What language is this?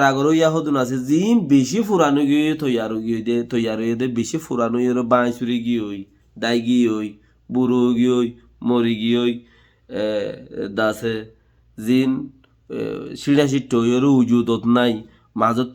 Rohingya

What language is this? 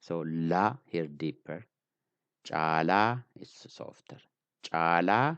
English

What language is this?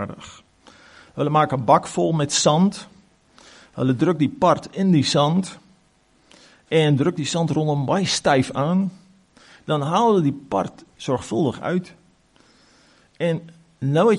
Afrikaans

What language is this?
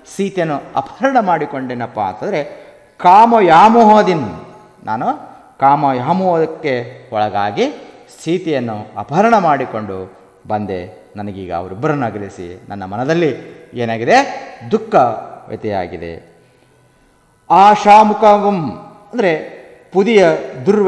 Kannada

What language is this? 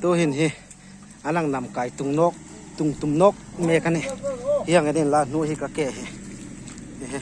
Hmar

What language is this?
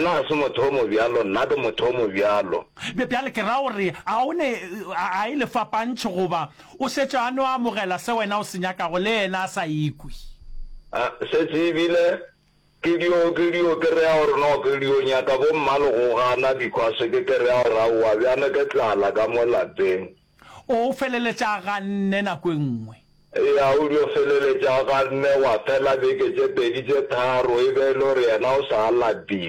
Northern Sotho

